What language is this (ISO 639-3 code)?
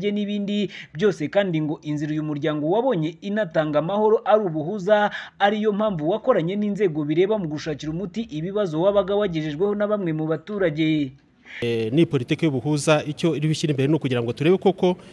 kin